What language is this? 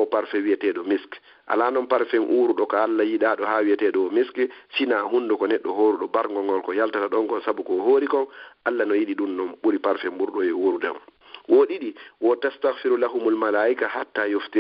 Fula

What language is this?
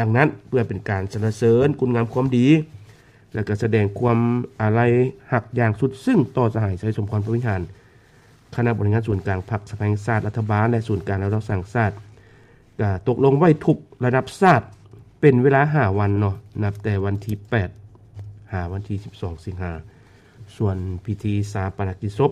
Lao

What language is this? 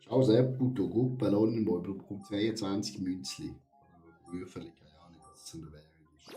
Swiss German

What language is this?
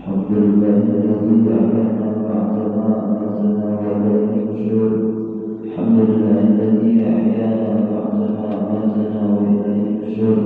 Banjar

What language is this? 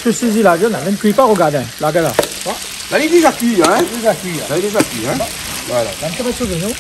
Réunion Creole French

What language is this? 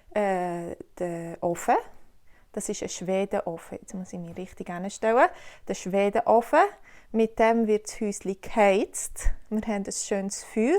Swiss German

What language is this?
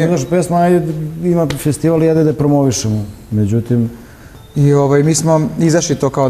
Serbian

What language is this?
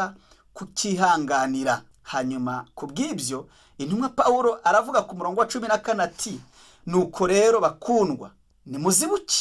Kinyarwanda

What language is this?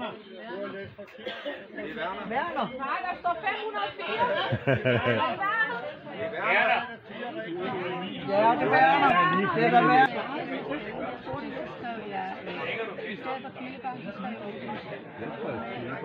Danish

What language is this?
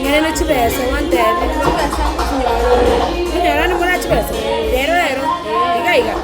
Gusii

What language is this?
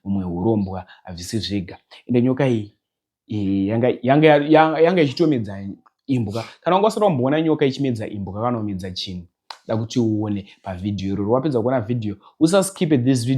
Shona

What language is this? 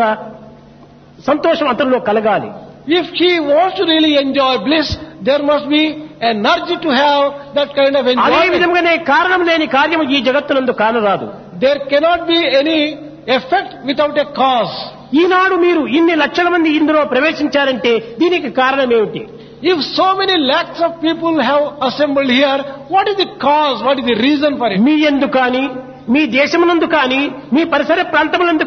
Telugu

